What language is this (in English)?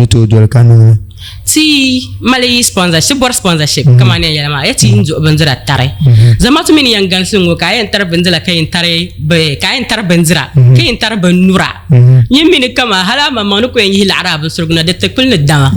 Dagbani